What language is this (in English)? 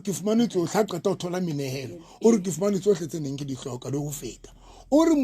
Southern Sotho